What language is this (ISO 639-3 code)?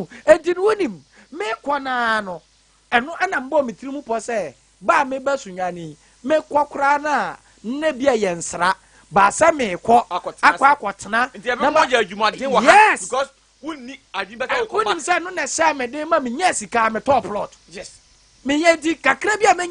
aka